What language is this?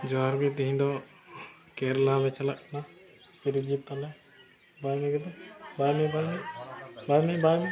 Santali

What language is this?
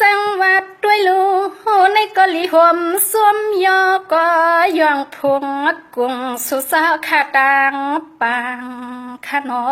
Shan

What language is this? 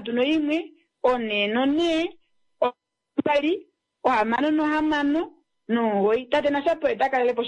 Kuanyama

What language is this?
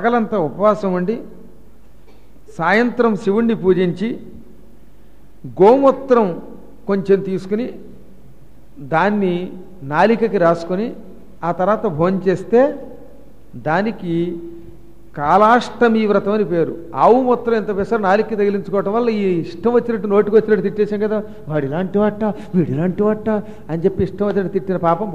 Telugu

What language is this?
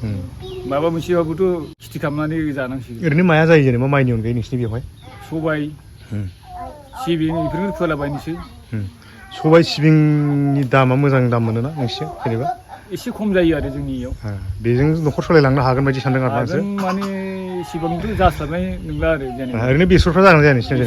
Bodo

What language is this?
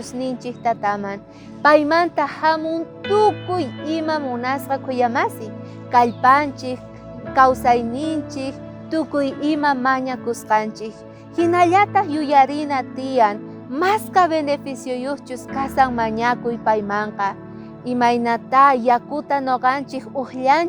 South Bolivian Quechua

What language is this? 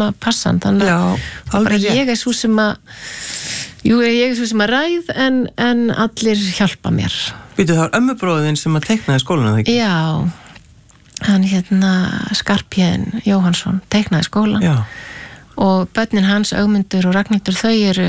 Icelandic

